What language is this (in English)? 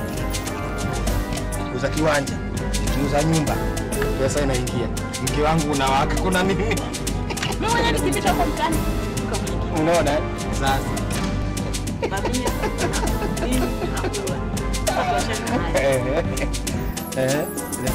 Swahili